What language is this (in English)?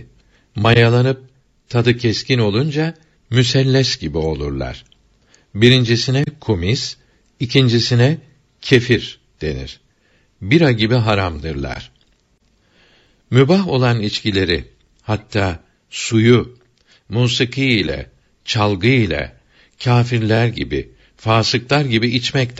Turkish